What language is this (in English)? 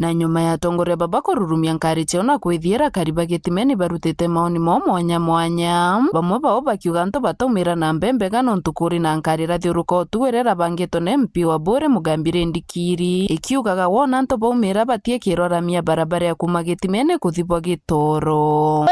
Meru